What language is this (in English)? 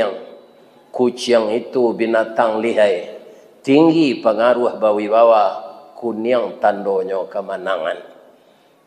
Minangkabau